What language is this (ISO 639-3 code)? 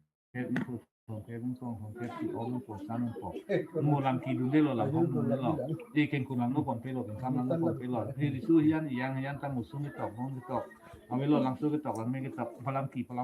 mjw